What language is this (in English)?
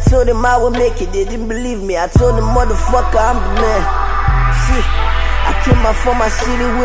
English